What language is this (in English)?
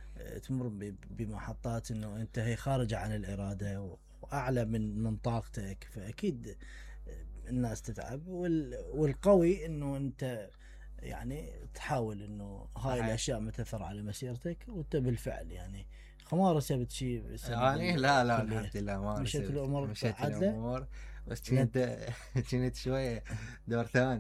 Mesopotamian Arabic